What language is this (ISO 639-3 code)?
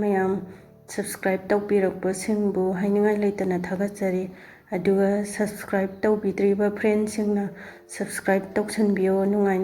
mni